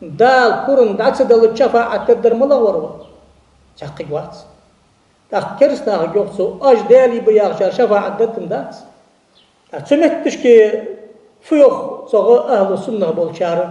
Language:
Ingush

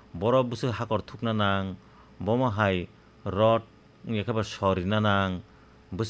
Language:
Kok Borok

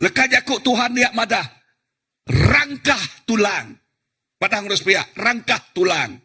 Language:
Iban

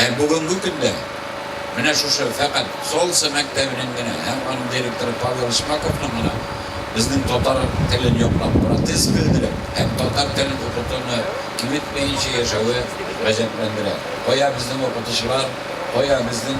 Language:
Tatar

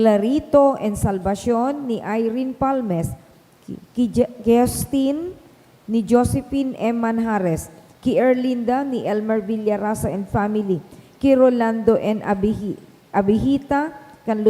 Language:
Bikol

